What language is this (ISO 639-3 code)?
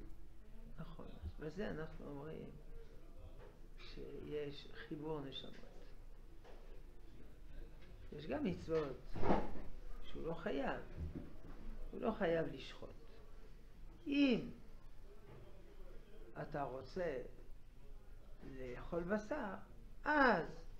heb